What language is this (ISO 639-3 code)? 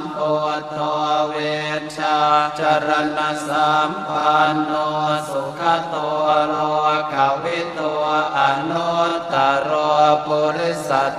pli